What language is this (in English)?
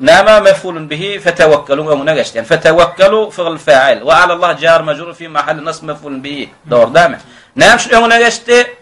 Turkmen